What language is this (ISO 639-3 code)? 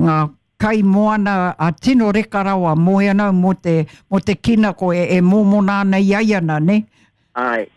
mri